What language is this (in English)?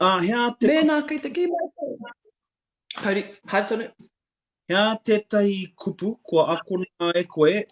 Māori